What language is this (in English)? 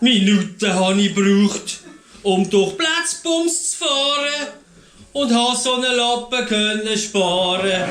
Swiss German